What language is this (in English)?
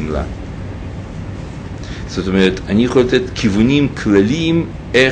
Hebrew